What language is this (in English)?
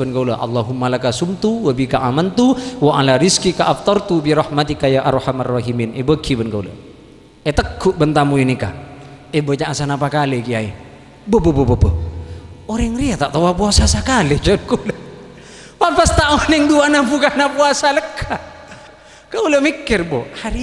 Madurese